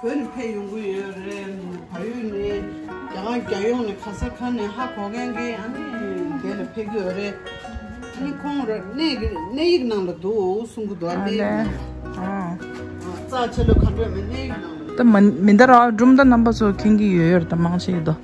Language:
Tibetan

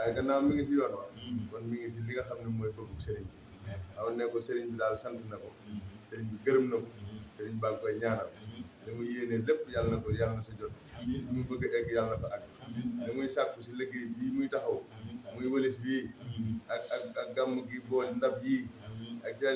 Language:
Wolof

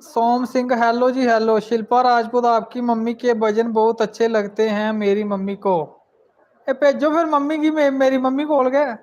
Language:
Dogri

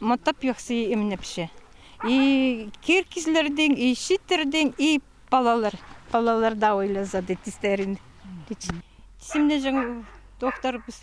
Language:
Khakas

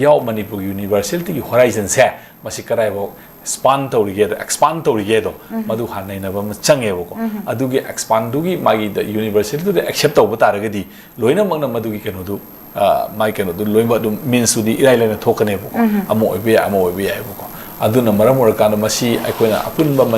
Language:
Manipuri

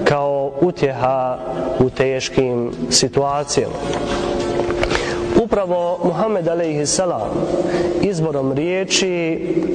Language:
Bosnian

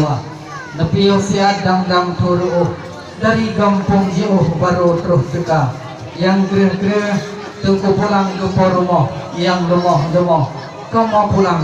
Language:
Achinese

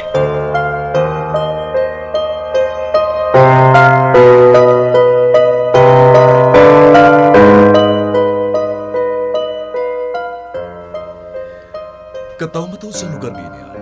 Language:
Hiligaynon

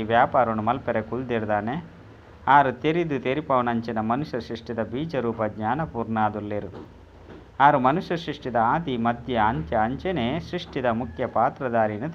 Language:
Tulu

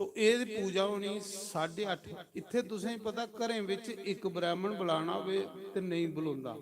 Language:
Dogri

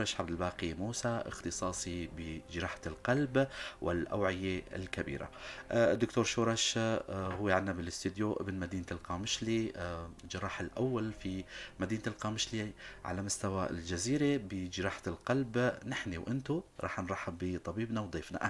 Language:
North Levantine Arabic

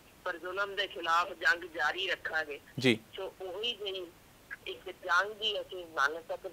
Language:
Punjabi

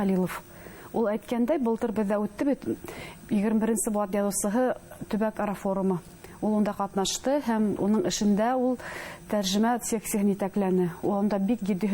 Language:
Bashkir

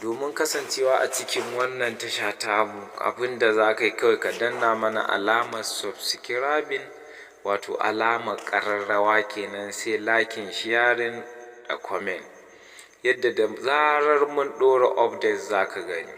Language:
Hausa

